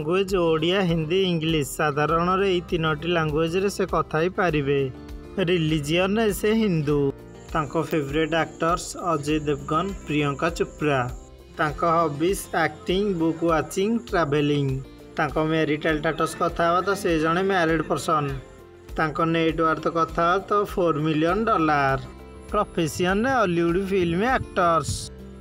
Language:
Odia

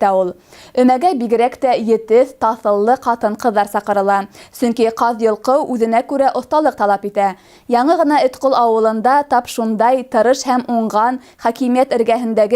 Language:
Bashkir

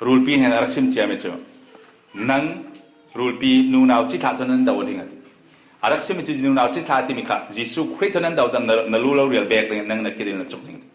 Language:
Falam Chin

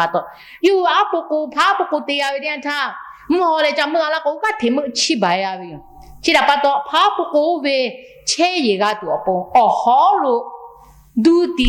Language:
Lahu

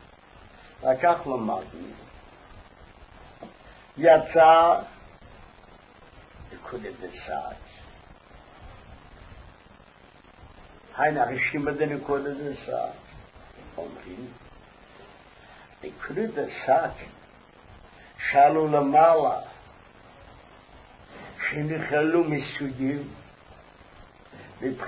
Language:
Hebrew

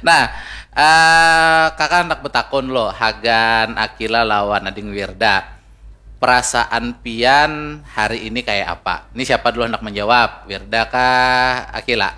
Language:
Banjar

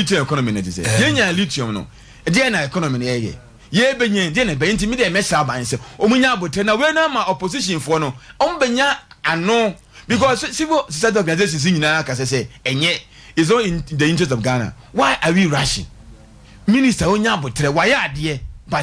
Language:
Akan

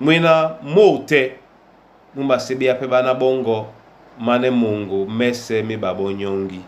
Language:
Duala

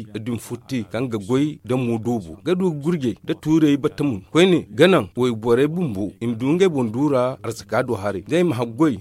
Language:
Zarma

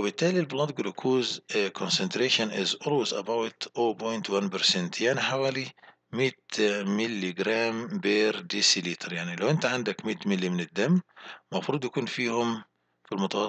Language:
Egyptian Arabic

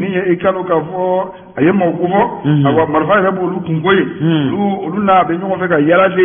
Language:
Bambara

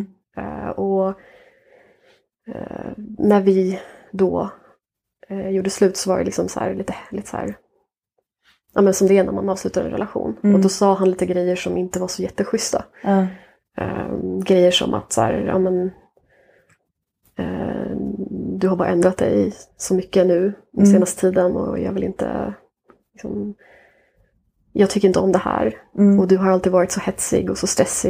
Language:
Swedish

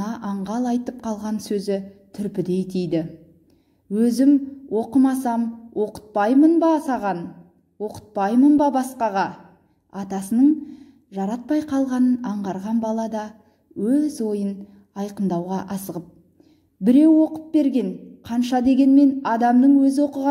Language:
Kazakh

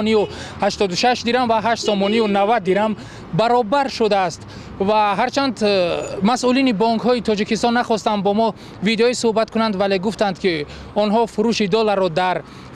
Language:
Tajik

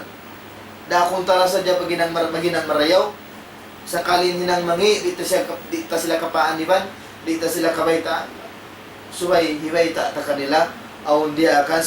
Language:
Tausug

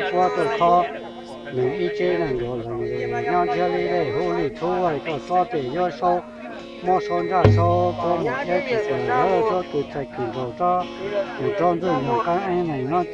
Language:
Hmong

